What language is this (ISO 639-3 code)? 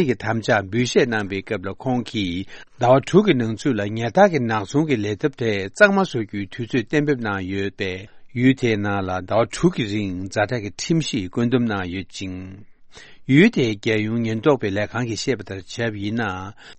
bod